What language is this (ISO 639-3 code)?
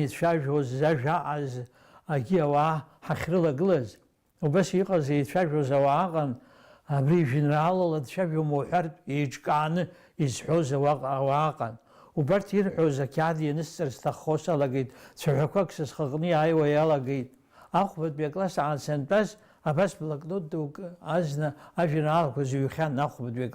abk